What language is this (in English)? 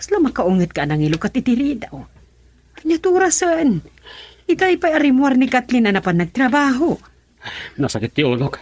Iloko